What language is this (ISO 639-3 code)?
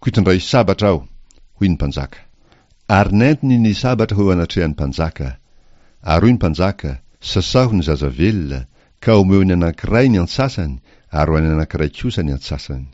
mlg